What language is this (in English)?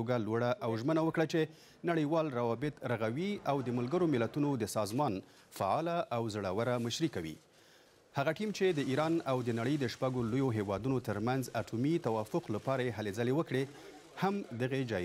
Pashto